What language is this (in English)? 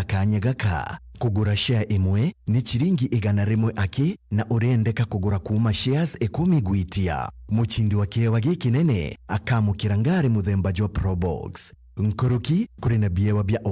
Meru